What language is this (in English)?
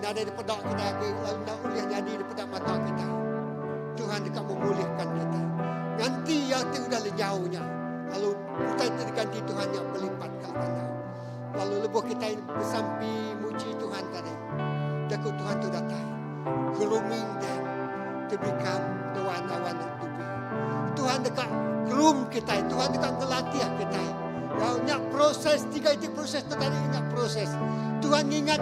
Iban